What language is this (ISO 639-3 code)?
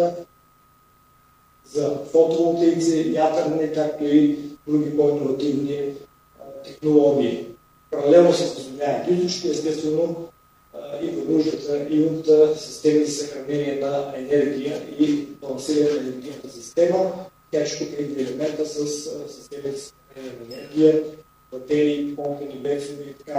bul